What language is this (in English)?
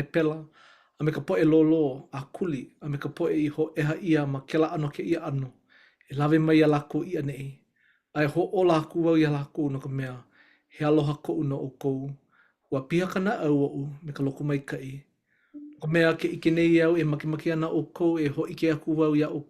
Hawaiian